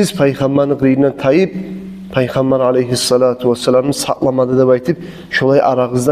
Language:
Kumyk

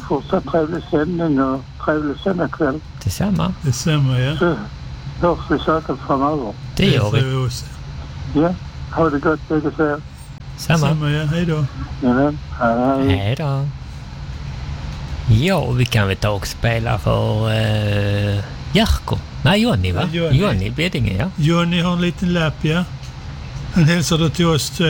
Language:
Swedish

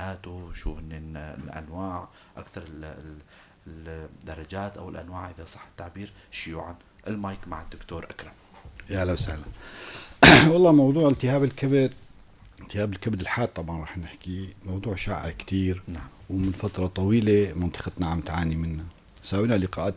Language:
North Levantine Arabic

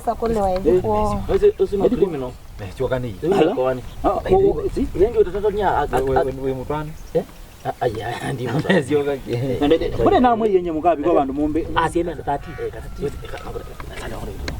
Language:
Kamba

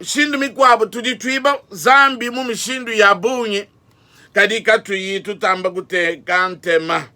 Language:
Luba-Lulua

